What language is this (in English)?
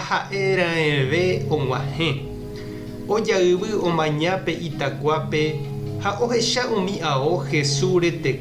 Guarani